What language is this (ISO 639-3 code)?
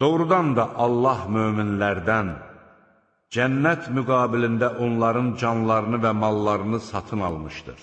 aze